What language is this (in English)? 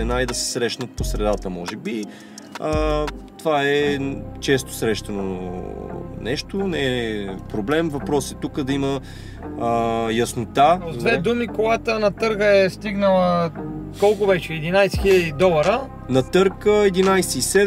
Bulgarian